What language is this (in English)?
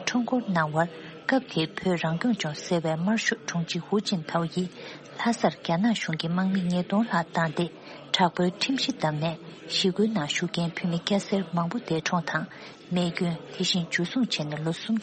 Tibetan